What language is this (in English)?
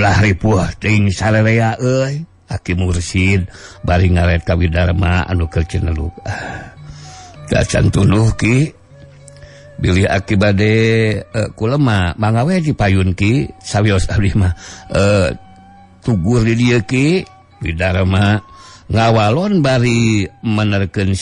Sundanese